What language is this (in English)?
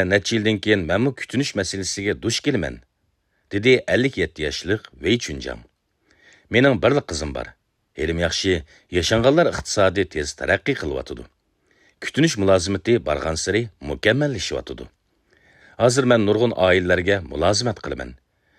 Uyghur